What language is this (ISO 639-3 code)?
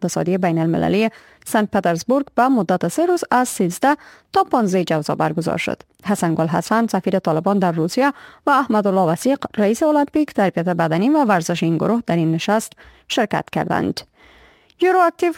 fas